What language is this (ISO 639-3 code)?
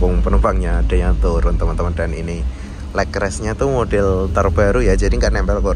ind